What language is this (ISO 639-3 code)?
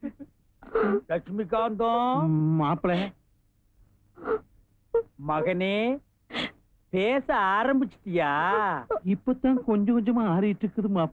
tam